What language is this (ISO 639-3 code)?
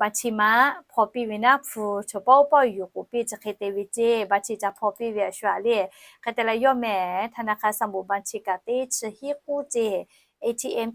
lhu